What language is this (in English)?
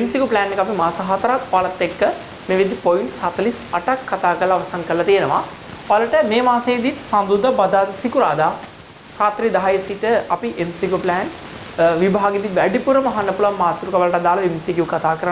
Sinhala